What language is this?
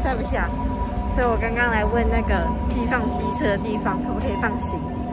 Chinese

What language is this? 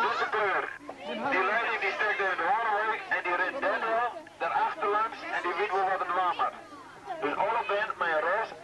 Western Frisian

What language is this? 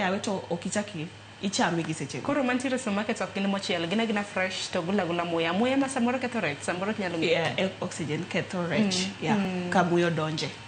Luo (Kenya and Tanzania)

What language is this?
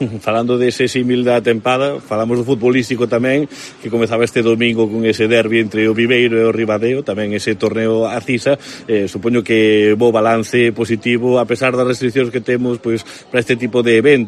Galician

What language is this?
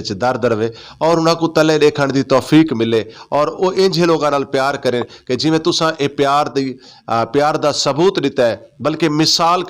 Western Panjabi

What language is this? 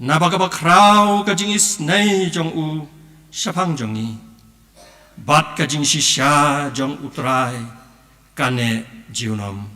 Khasi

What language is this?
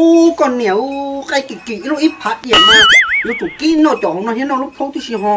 Hmong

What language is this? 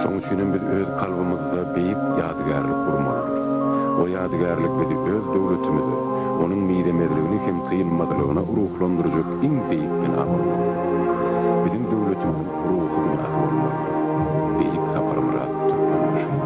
Turkmen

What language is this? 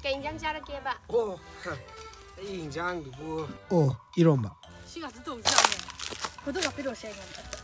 Manipuri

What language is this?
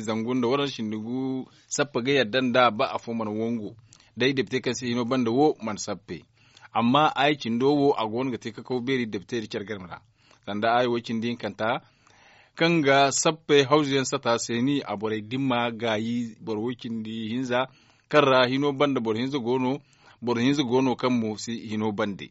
Zarma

